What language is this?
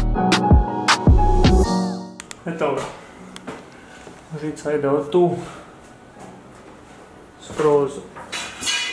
Croatian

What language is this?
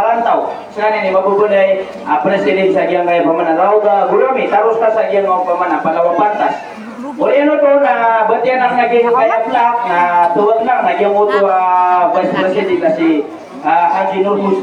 Maranao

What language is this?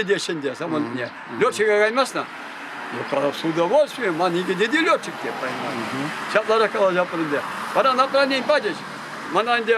Chuvash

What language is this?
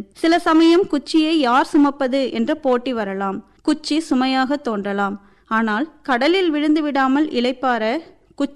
Tamil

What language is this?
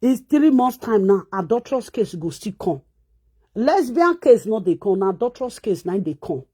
Nigerian Pidgin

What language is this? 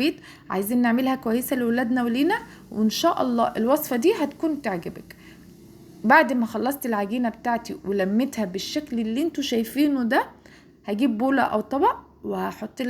Egyptian Arabic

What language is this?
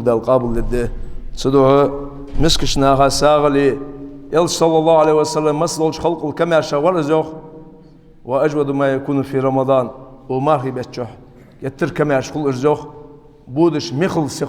Ingush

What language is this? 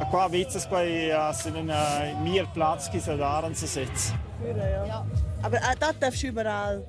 Romansh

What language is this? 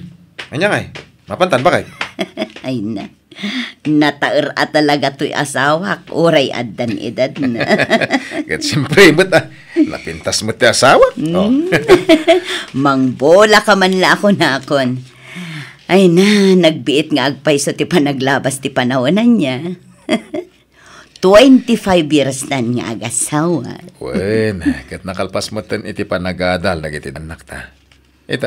Iloko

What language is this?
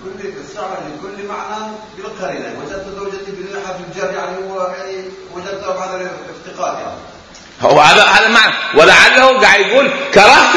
Mesopotamian Arabic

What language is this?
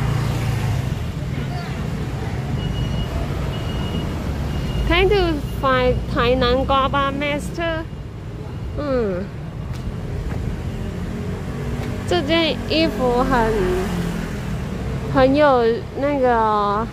Chinese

